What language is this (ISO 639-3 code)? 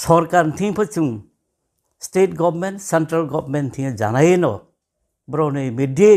ria